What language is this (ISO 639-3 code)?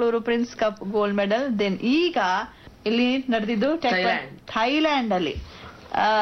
kan